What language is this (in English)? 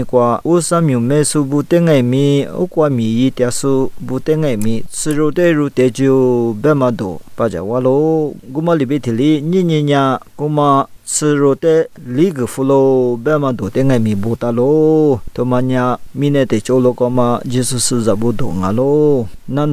Lisu